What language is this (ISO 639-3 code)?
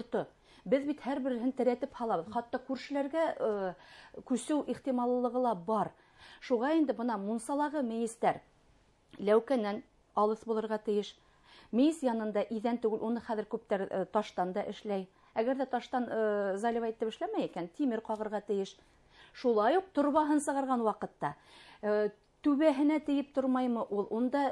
bak